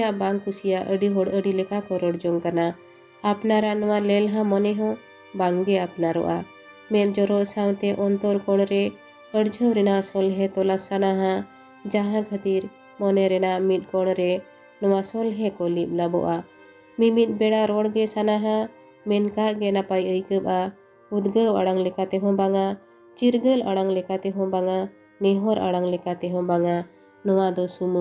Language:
Santali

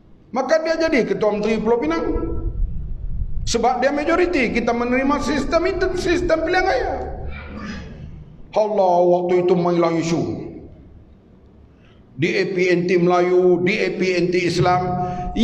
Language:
Malay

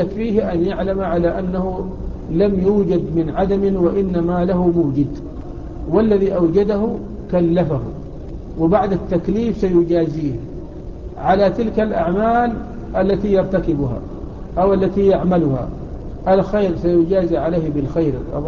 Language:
Arabic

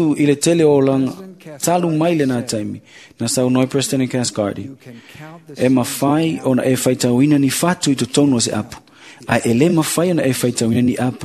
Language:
Samoan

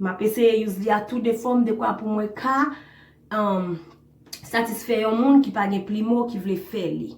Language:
Haitian Creole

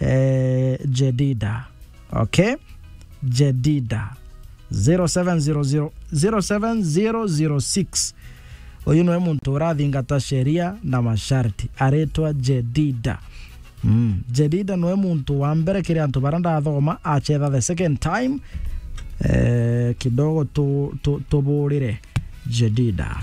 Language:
Meru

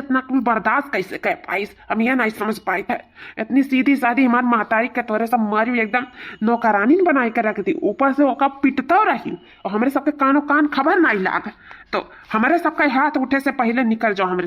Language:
Awadhi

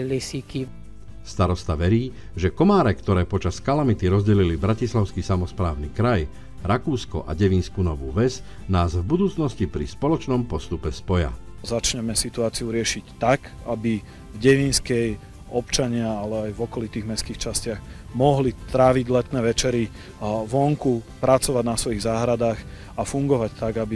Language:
Slovak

